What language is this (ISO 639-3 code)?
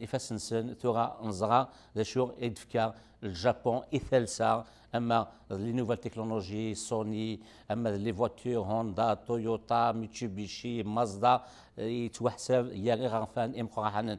kab